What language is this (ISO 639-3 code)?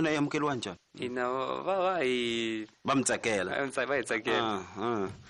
tso